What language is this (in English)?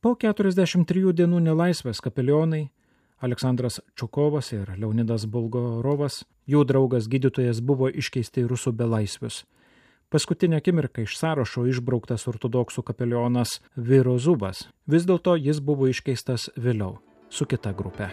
Lithuanian